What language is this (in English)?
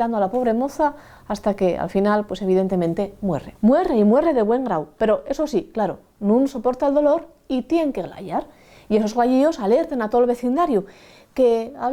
Asturian